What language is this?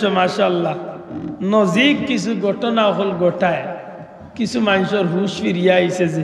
Sylheti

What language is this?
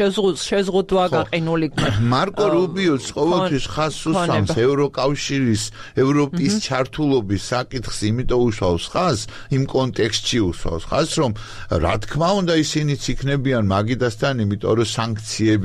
Georgian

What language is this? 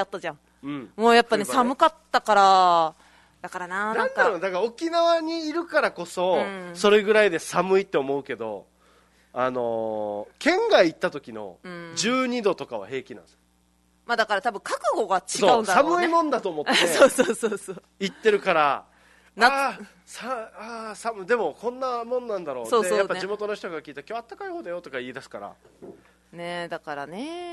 Japanese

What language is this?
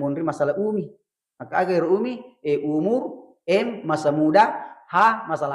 Buginese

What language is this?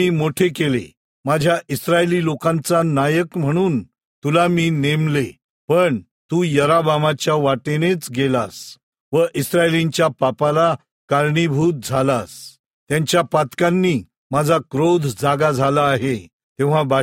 Marathi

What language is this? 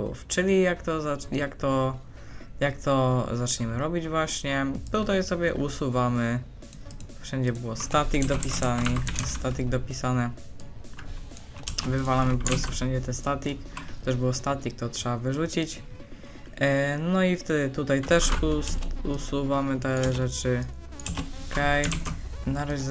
Polish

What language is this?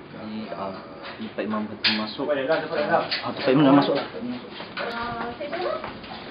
Malay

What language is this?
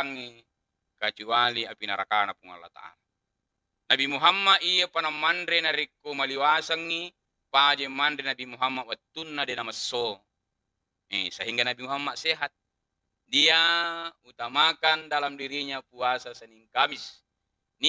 Buginese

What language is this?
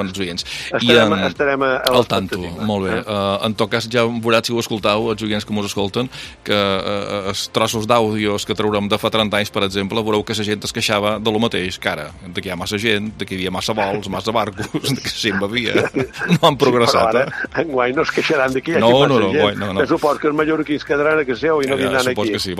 Catalan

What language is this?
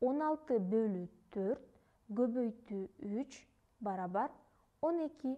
Kyrgyz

